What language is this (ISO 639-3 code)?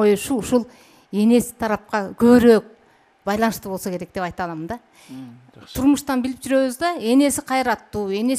kir